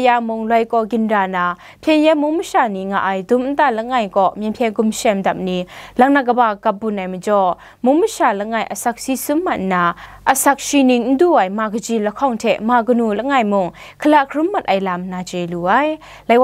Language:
Kachin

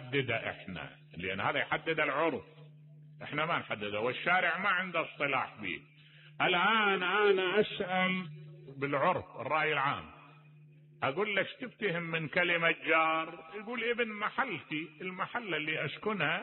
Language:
Mesopotamian Arabic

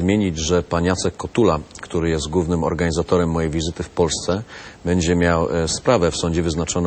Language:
Polish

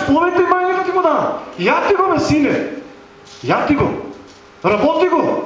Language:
Macedonian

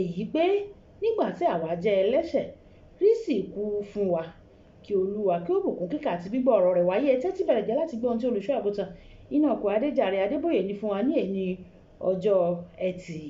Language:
Yoruba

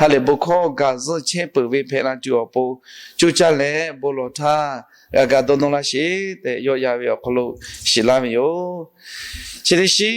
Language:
Lahu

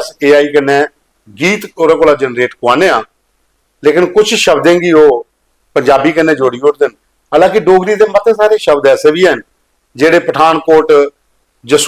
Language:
Dogri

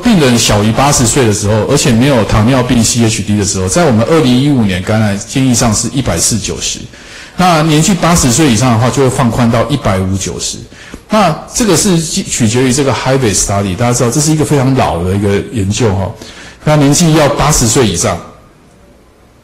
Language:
Chinese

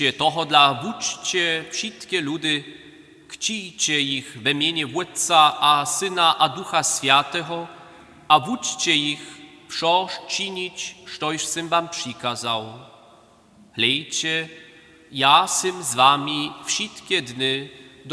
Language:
Upper Sorbian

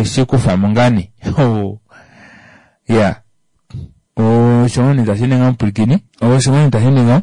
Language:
Kuanyama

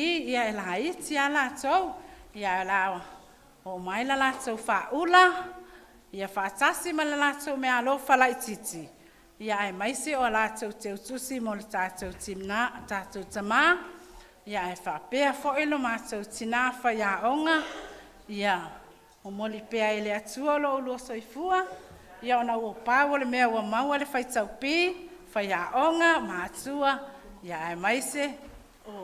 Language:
Samoan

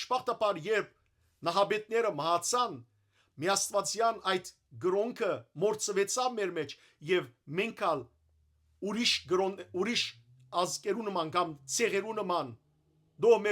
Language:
Western Armenian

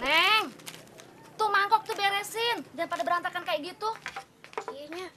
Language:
Betawi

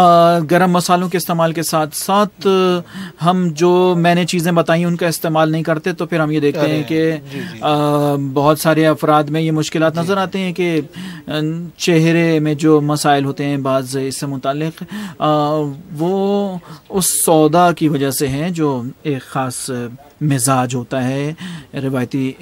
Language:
Urdu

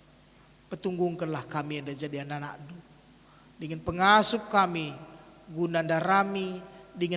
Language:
Batak Karo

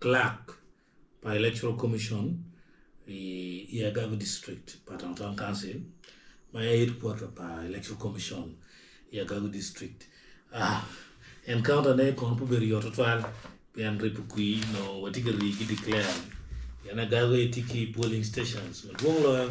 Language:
Acoli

